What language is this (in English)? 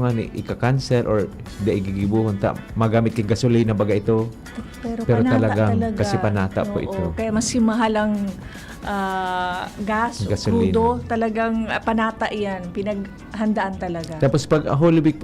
Bikol